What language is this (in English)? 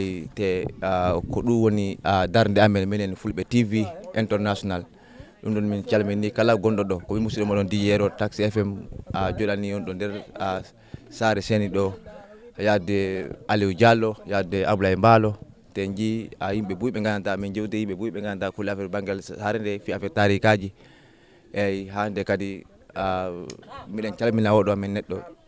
Fula